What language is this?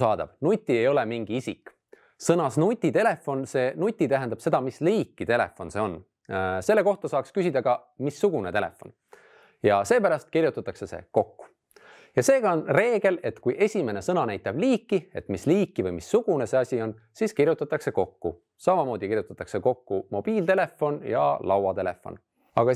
Estonian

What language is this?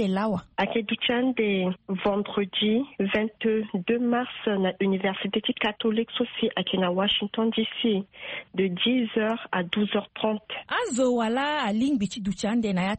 Sango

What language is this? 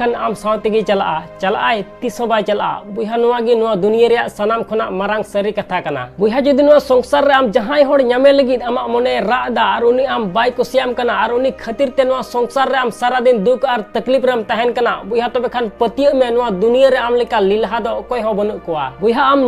Santali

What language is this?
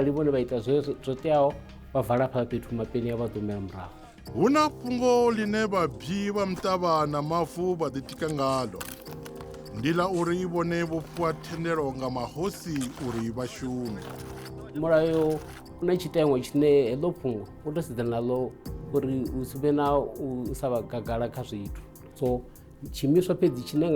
Venda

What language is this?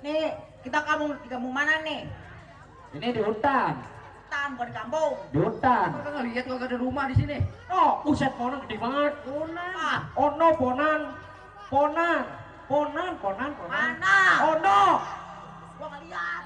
Betawi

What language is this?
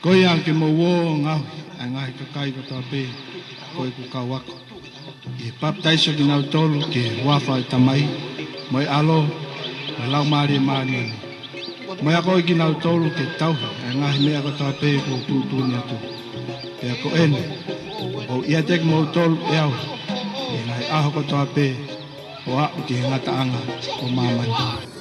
Tongan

